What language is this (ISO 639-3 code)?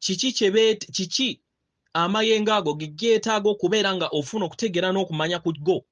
lug